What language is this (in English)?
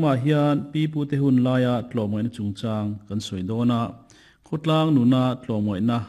Mizo